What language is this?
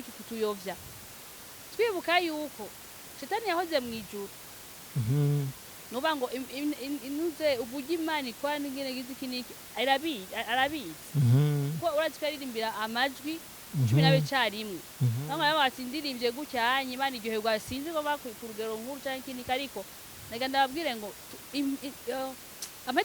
Rundi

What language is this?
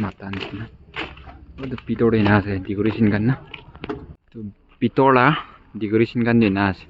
Naga Pidgin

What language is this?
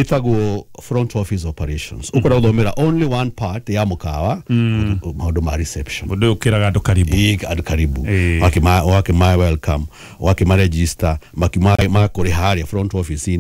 Kikuyu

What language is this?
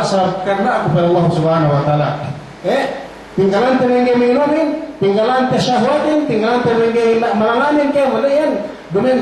Yakan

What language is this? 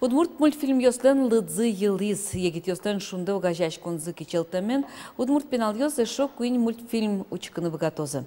Udmurt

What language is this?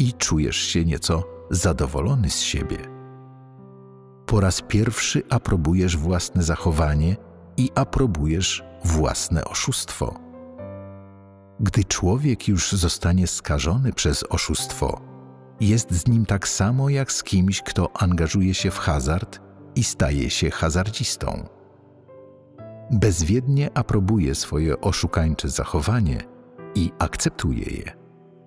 Polish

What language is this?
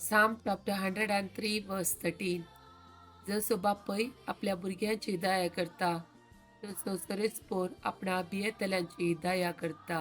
Konkani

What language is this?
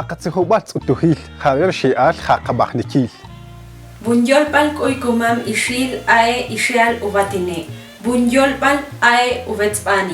Ixil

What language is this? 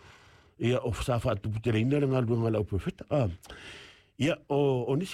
Samoan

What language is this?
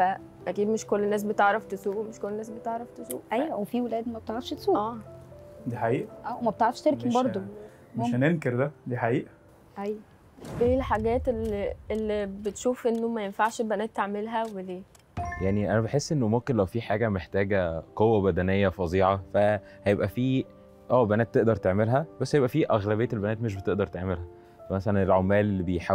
Egyptian Arabic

